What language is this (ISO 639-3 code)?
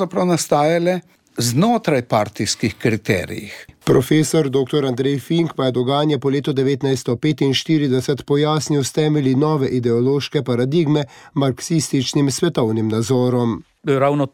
slv